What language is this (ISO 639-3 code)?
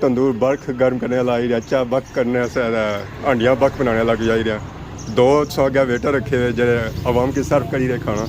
phr